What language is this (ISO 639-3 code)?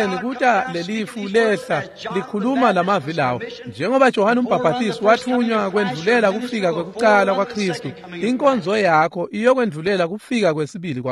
ssw